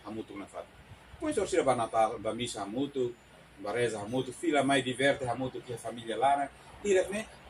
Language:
Tetum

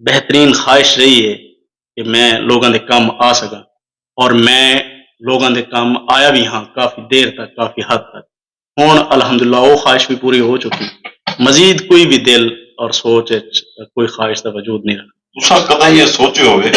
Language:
Saraiki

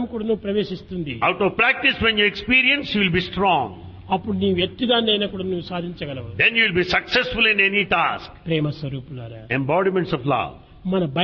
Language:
Telugu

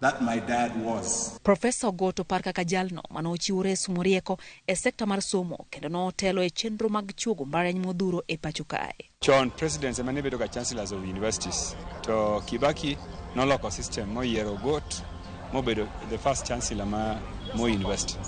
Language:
Luo (Kenya and Tanzania)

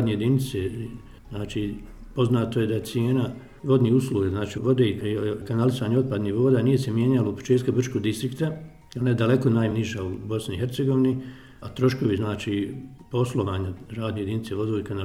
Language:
Bosnian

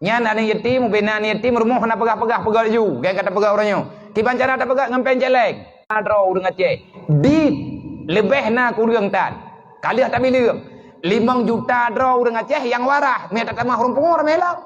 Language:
Achinese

